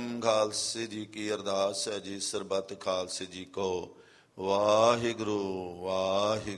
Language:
Punjabi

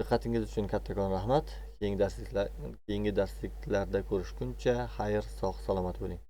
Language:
Uzbek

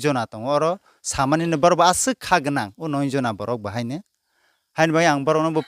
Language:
Riang (India)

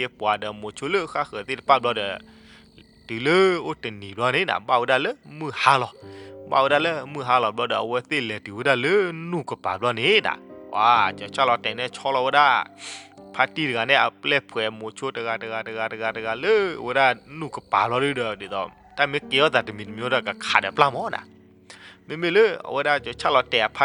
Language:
S'gaw Karen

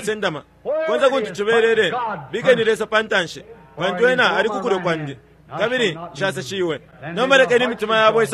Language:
Bemba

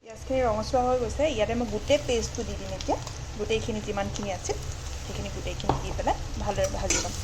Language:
Assamese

